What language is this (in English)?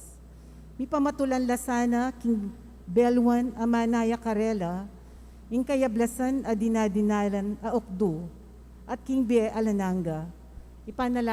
Pampanga